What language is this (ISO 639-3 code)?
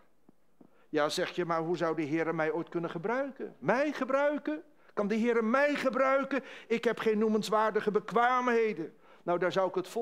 nld